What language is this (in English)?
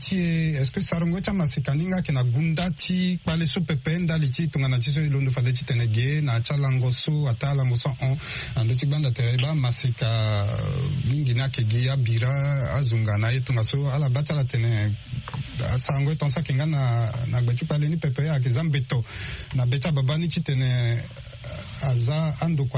Sango